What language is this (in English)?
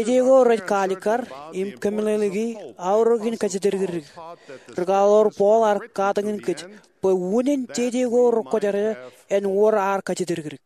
Marshallese